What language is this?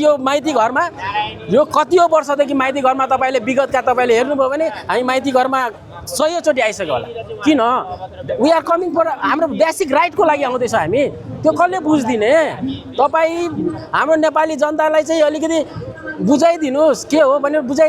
Nepali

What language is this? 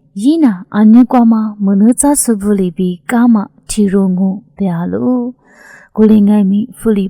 Lisu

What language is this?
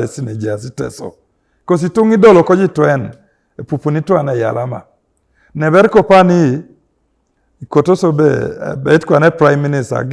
Teso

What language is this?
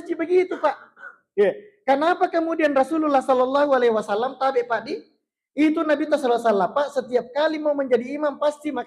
Buginese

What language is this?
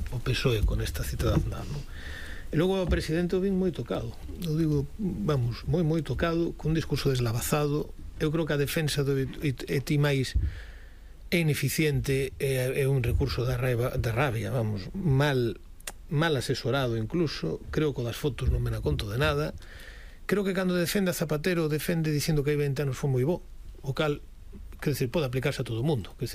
Galician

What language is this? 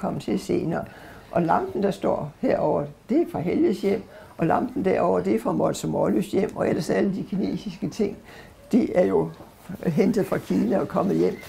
Danish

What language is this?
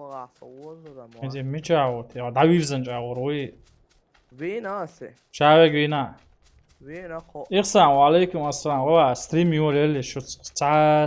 Chechen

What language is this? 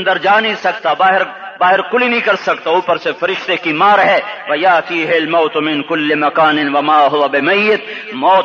Urdu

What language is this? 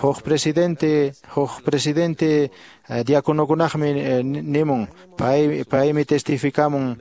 Quechua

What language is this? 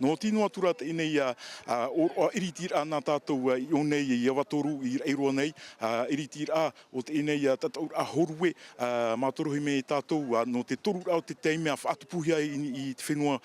Tahitian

